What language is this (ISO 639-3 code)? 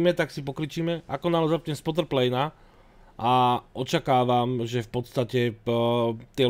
slk